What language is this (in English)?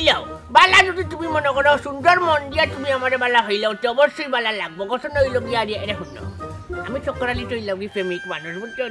Sylheti